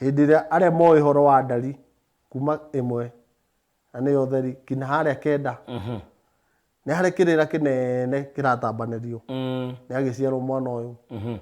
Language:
Kikuyu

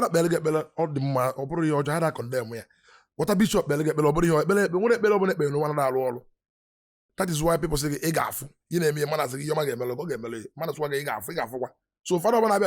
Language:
Igbo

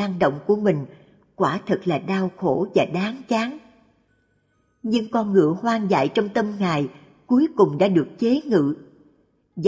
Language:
Vietnamese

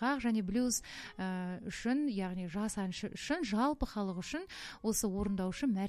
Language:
Kazakh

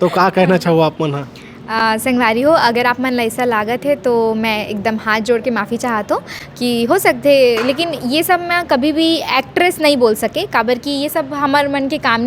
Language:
Chhattisgarhi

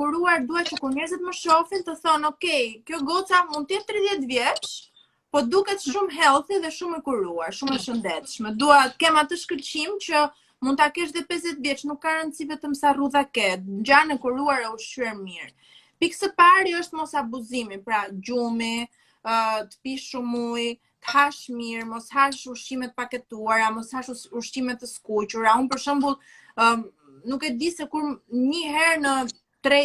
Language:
Albanian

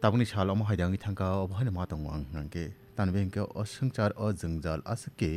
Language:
Kok Borok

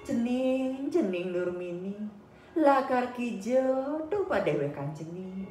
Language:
Balinese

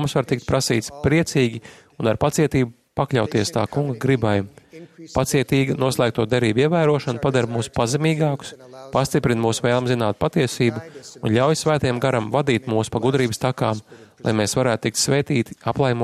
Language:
Latvian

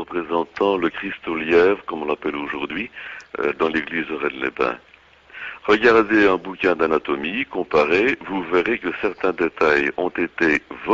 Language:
French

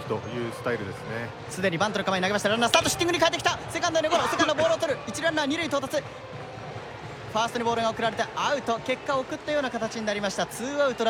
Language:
Japanese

